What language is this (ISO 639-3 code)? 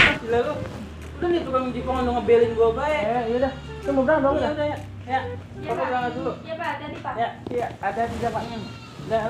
bew